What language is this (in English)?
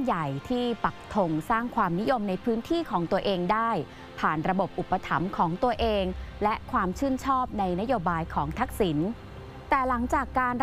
Thai